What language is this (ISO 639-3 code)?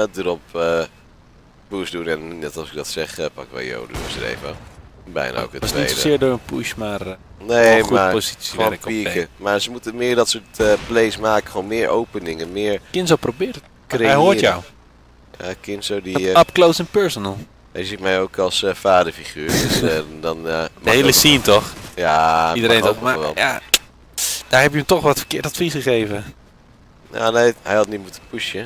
nld